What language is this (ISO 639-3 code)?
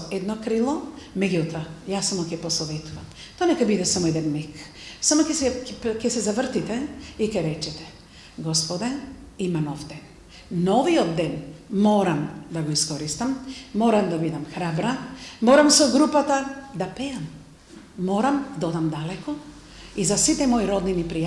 mkd